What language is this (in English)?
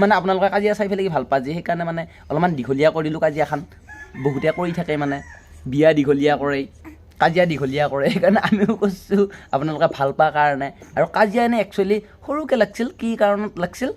Assamese